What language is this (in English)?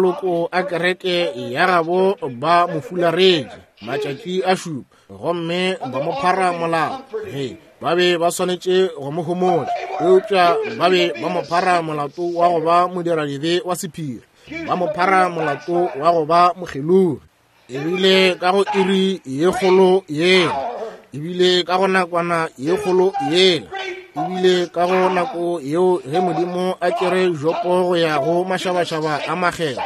Northern Sotho